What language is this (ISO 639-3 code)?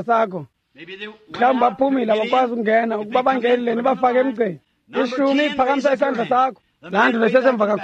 xho